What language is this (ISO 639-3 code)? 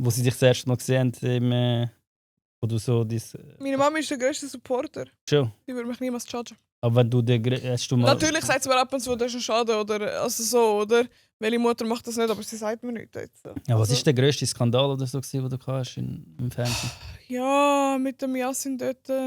gsw